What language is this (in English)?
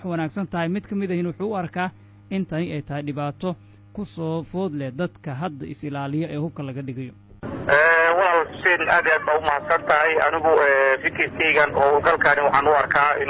Somali